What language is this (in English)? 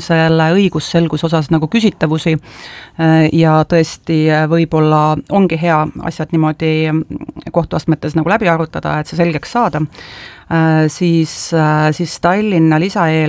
Estonian